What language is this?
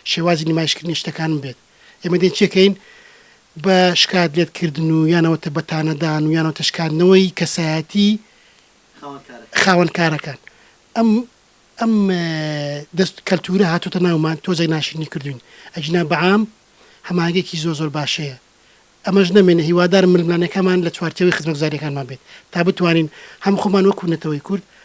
Central Kurdish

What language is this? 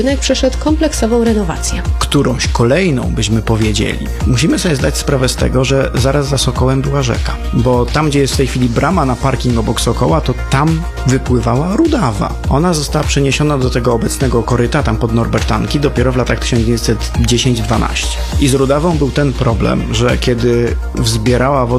Polish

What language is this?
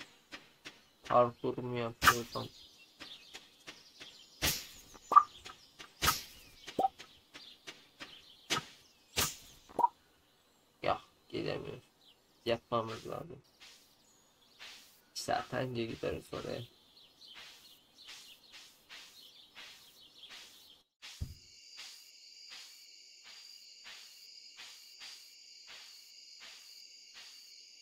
Turkish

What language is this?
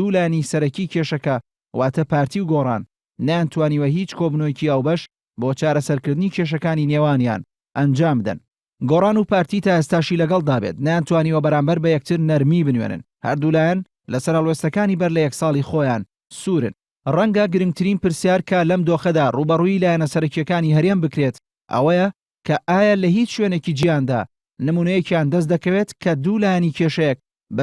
Central Kurdish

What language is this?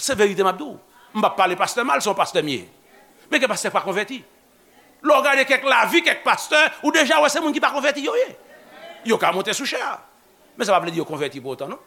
Haitian Creole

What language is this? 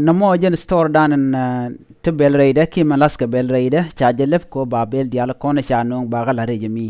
Nuer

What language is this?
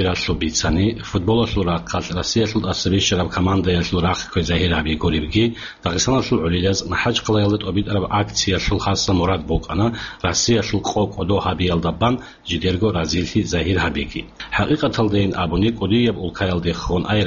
Avaric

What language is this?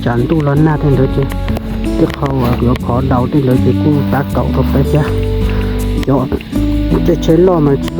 Hmong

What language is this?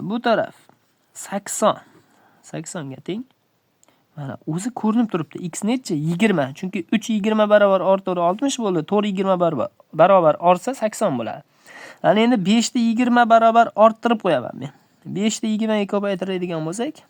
Uzbek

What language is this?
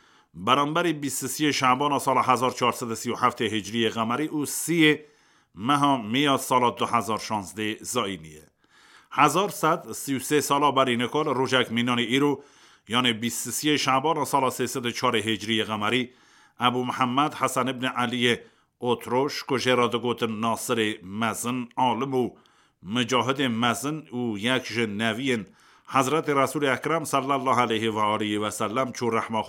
Kurdish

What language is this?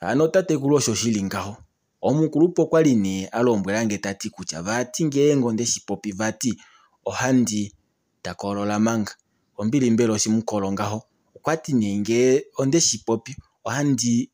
Kuanyama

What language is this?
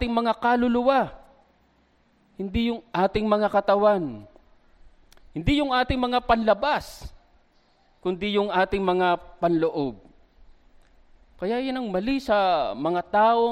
Filipino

